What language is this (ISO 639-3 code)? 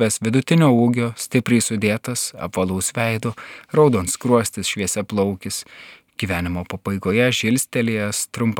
lit